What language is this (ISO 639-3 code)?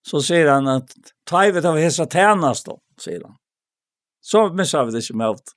fao